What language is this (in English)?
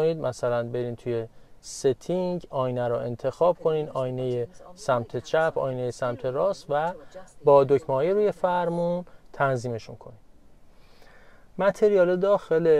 Persian